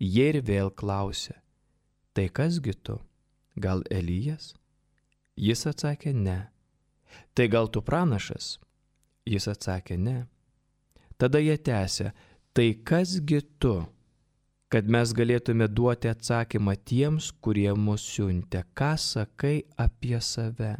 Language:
Lithuanian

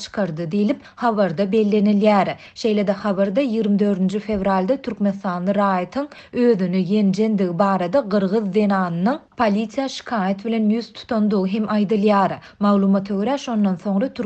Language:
Turkmen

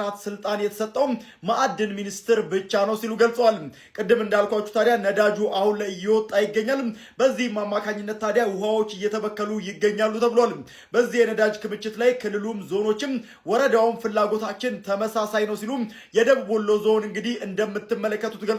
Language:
Amharic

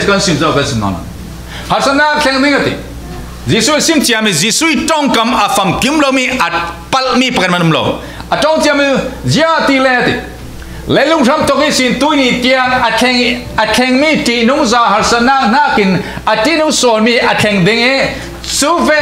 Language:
Falam Chin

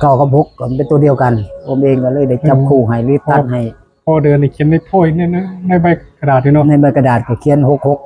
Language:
Northeastern Thai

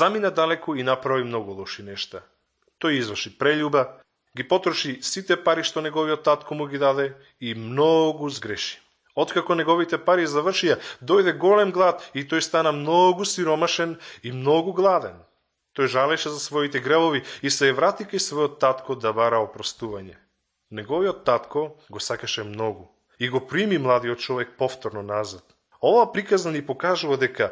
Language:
Macedonian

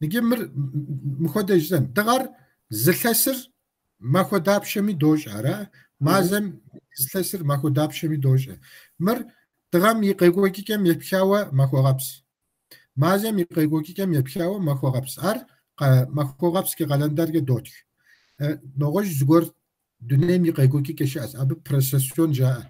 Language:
Kabardian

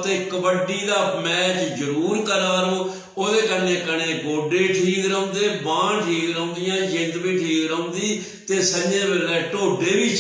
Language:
Dogri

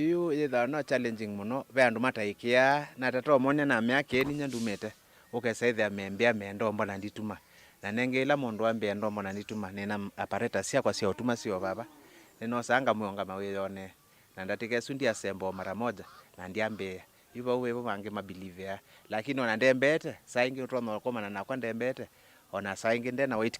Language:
Kamba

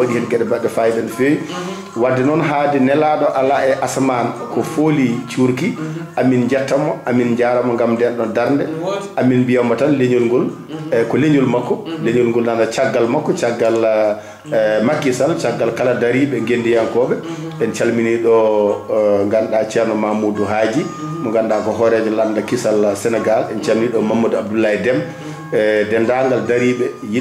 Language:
Fula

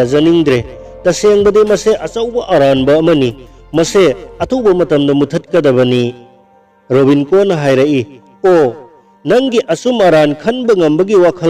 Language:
Manipuri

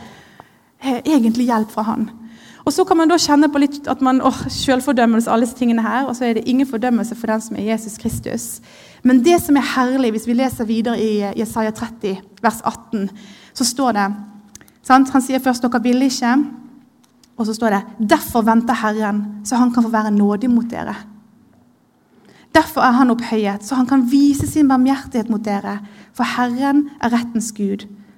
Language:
Norwegian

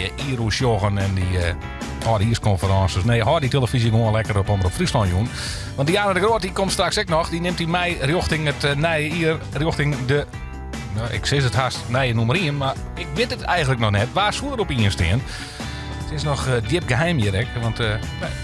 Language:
Western Frisian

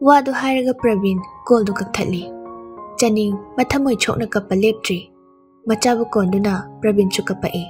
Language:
Manipuri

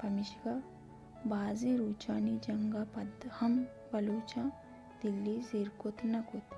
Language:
Baluchi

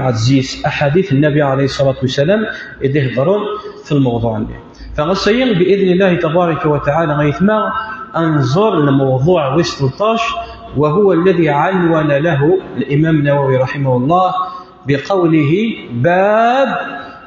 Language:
Kabyle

